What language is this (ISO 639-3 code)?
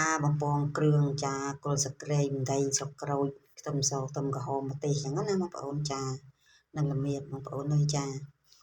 khm